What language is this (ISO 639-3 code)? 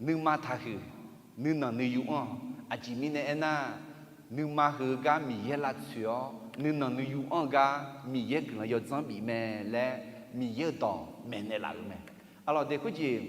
ahk